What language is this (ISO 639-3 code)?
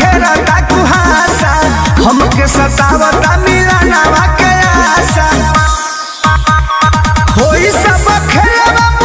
bho